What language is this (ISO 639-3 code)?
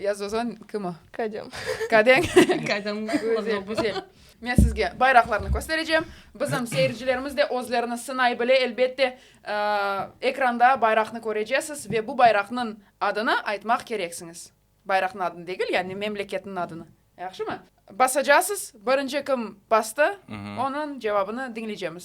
crh